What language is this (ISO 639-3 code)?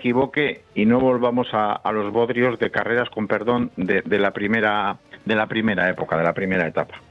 spa